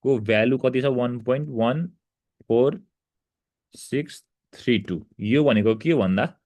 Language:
Nepali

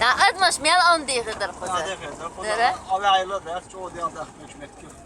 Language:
Chechen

